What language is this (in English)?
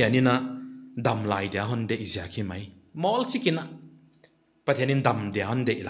Paite Chin